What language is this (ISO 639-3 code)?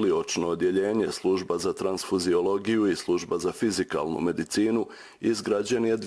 bos